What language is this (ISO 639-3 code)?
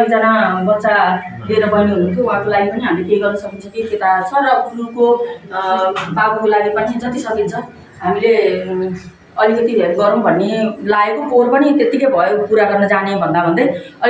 nep